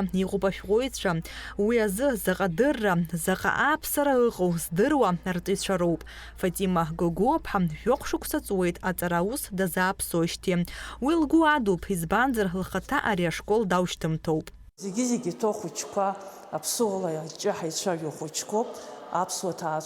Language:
Abkhazian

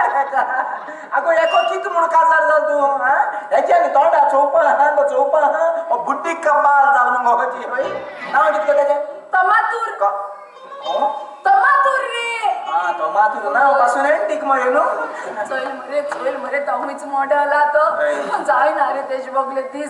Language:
Konkani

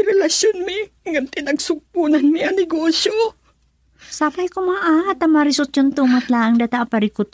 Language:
Iloko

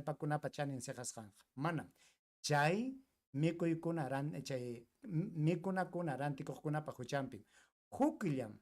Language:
Ayacucho Quechua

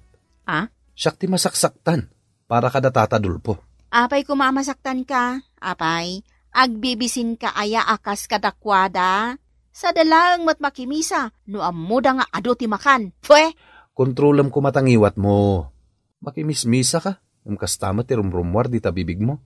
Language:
Iloko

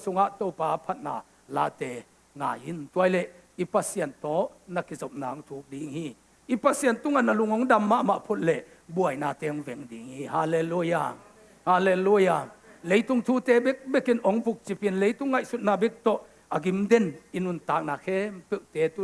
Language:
Tedim Chin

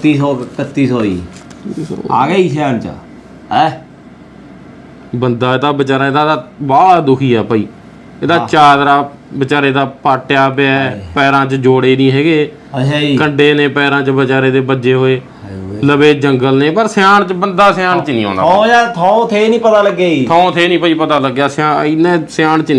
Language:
Punjabi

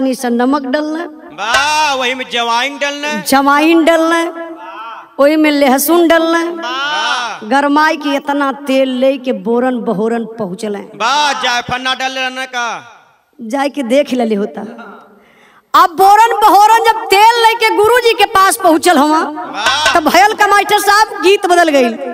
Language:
Bhojpuri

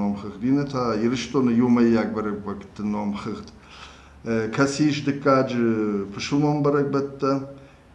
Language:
Ossetic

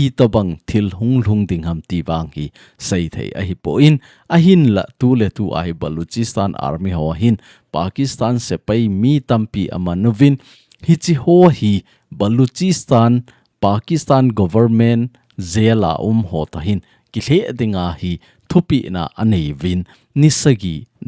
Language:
Thado Chin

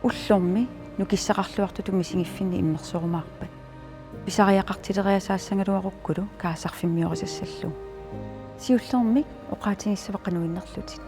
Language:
Kalaallisut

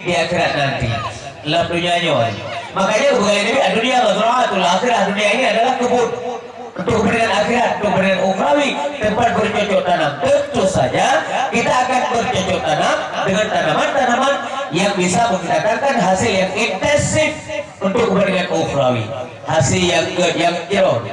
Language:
Achinese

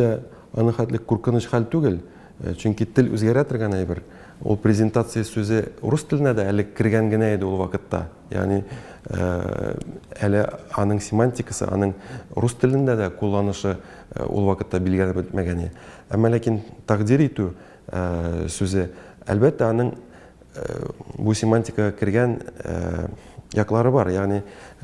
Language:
Tatar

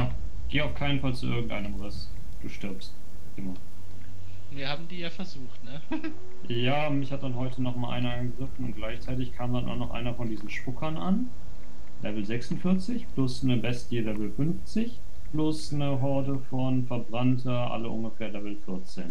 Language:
Swiss German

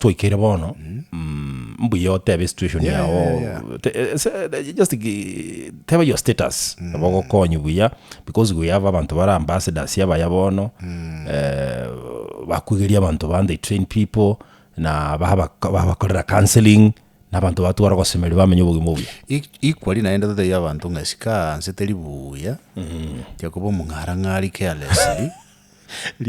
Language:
Gusii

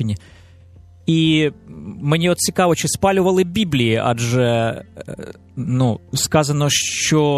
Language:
Ukrainian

